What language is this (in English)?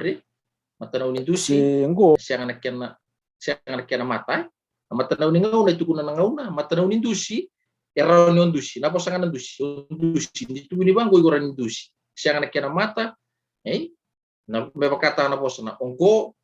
Fijian